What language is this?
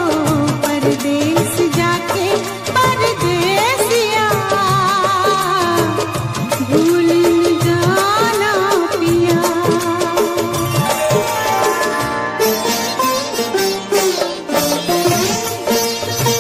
Hindi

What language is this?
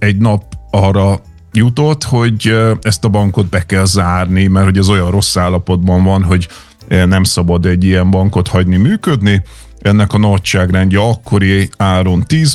Hungarian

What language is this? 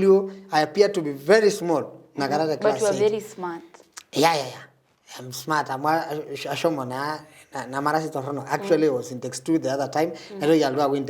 Masai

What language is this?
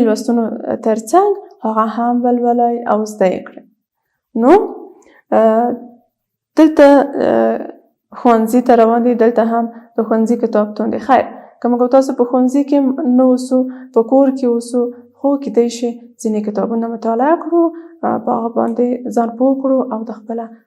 Pashto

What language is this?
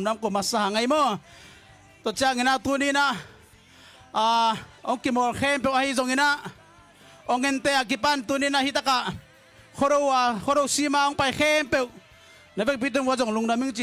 Tedim Chin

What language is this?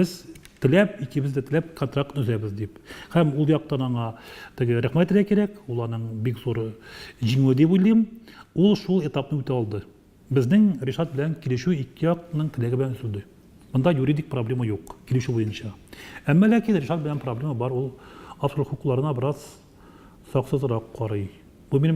Tatar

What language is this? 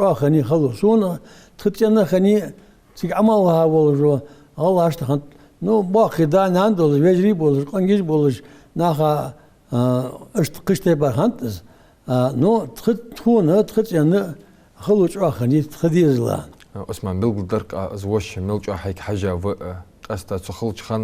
Ingush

